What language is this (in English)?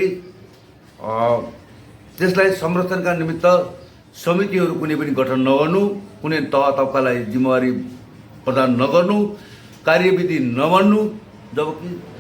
Nepali